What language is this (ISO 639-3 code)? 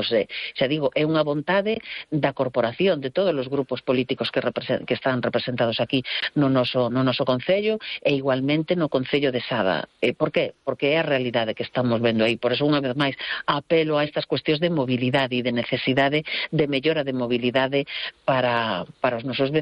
glg